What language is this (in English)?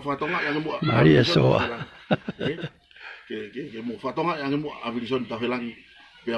Tongan